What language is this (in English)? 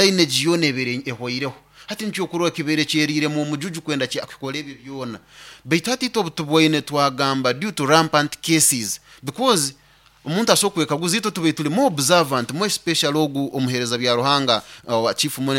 Nyoro